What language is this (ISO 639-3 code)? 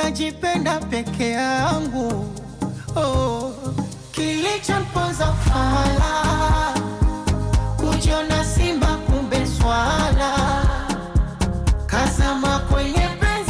swa